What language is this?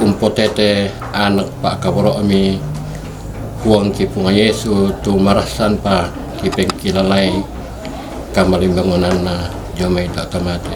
Toraja-Sa'dan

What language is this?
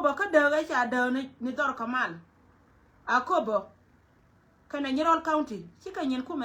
Nuer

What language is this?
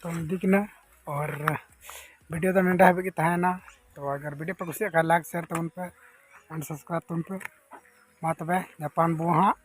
Santali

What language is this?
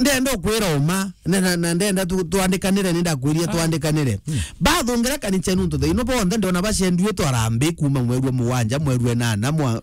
Meru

